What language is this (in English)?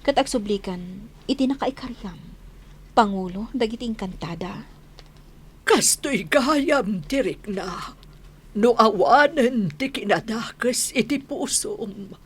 Iloko